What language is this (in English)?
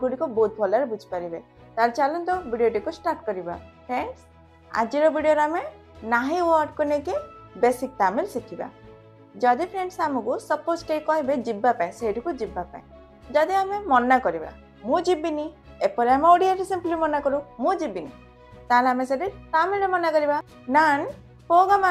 Odia